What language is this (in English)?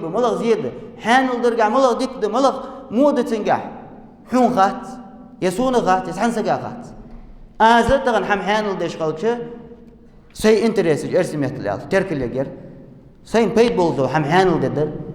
Ingush